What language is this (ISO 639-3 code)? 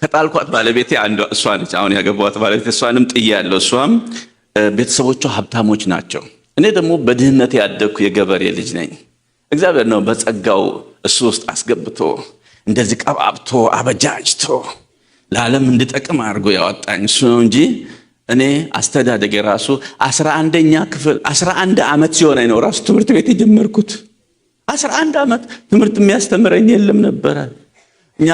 amh